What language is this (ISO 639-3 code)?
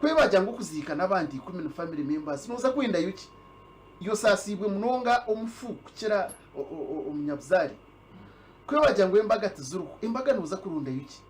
nyn